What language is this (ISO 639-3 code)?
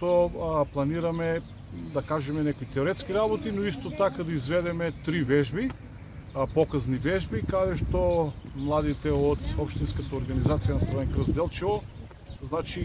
mkd